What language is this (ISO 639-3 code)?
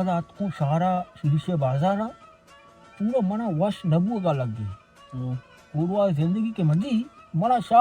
bal